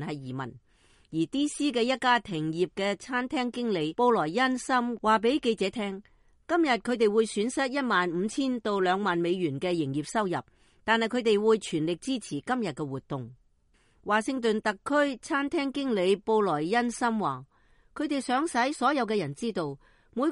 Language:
Cantonese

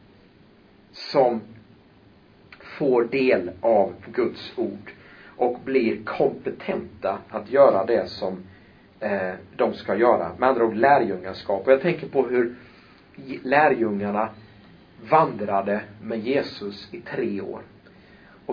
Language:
Swedish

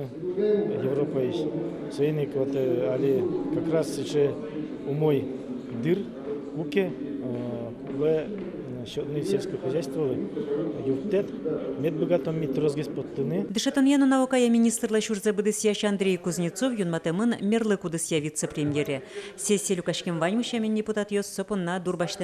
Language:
Udmurt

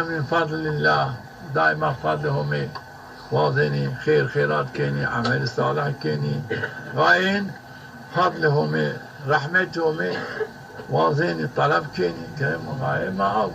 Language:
Zaza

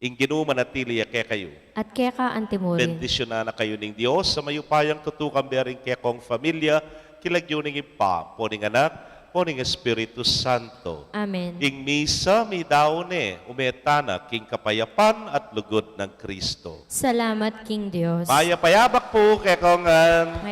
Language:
Pampanga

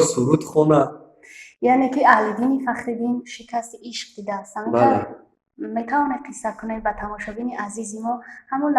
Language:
Tajik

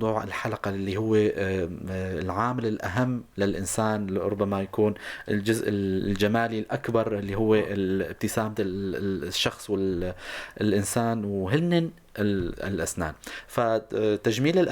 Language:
North Levantine Arabic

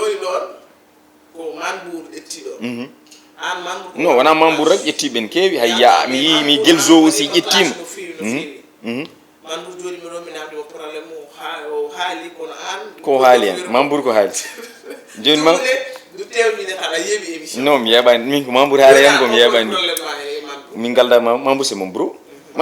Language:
Fula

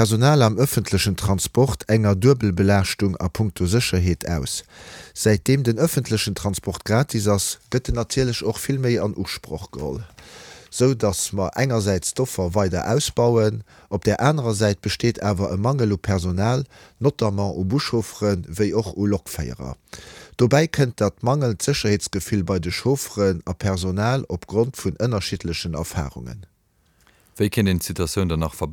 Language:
Luxembourgish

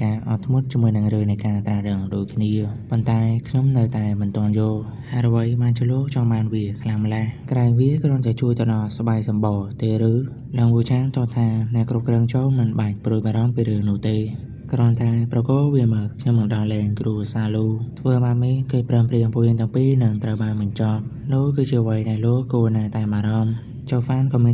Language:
Khmer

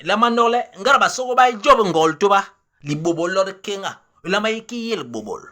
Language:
Basaa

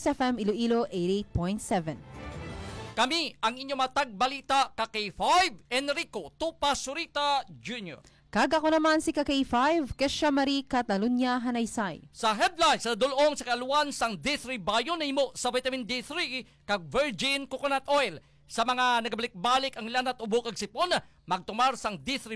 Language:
Hiligaynon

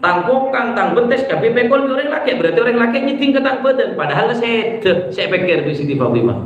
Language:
Madurese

